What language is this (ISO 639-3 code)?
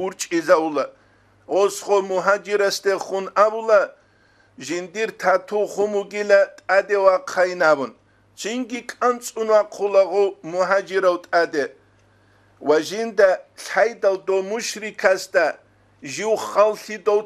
ava